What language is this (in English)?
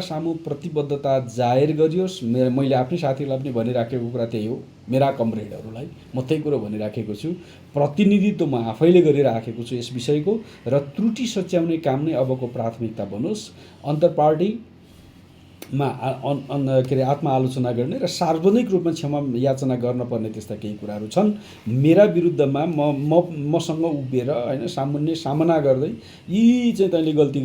Nepali